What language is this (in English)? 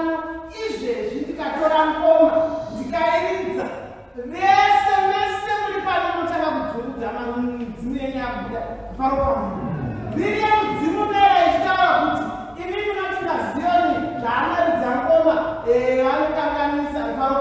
Shona